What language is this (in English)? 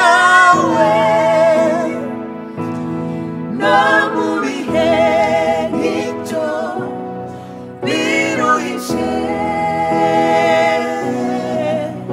Kinyarwanda